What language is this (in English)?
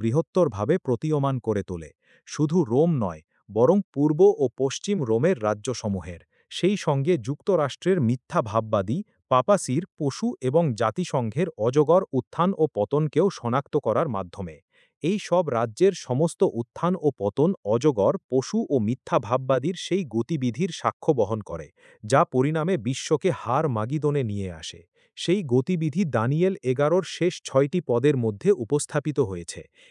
Bangla